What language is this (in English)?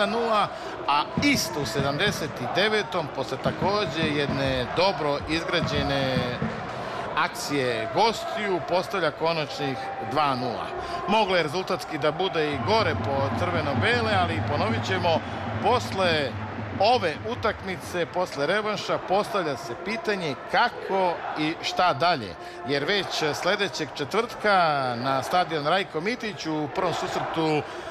Serbian